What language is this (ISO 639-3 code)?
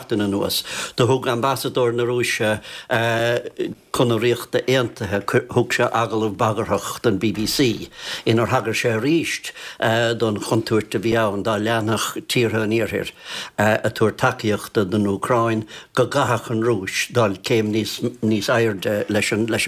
gle